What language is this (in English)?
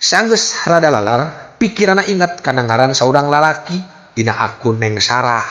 Sundanese